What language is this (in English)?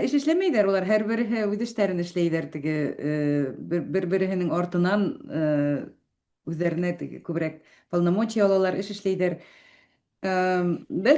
Bashkir